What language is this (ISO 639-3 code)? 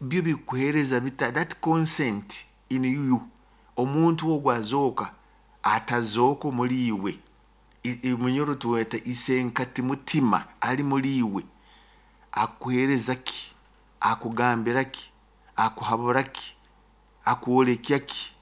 nyo